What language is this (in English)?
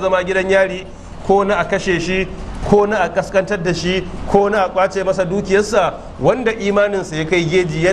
Hausa